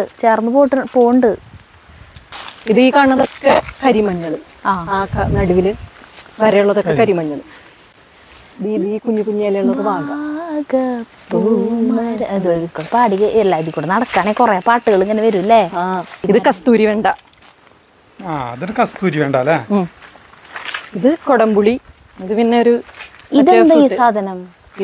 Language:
Malayalam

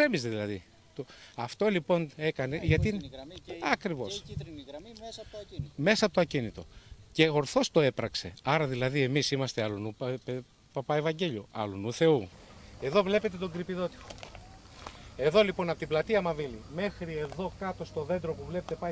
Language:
Greek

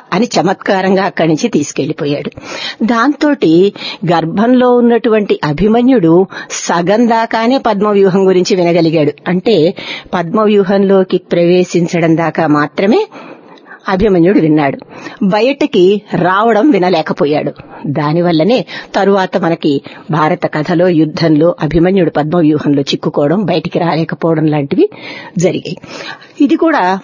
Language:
Telugu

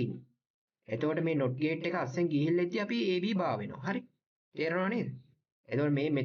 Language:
Sinhala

